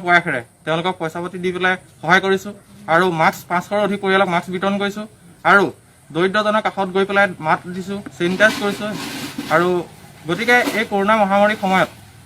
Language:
Assamese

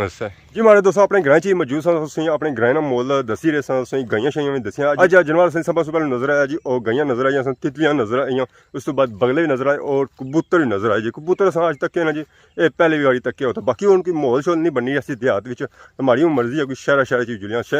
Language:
Pahari-Potwari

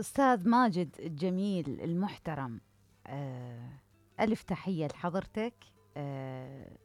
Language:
Mesopotamian Arabic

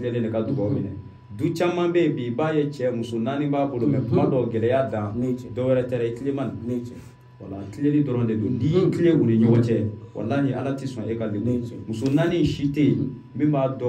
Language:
Bambara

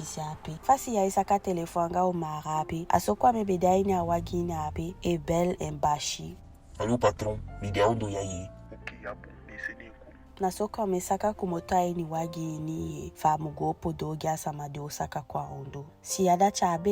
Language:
Eastern Maroon Creole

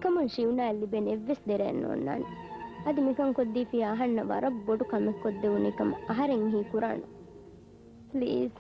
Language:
Divehi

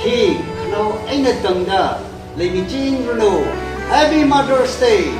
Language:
Tangkhul Naga (India)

